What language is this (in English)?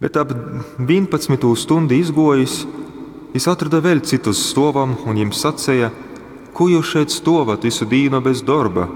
Latgalian